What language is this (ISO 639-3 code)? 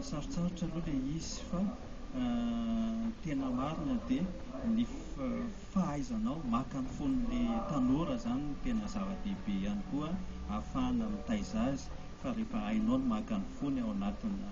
mlg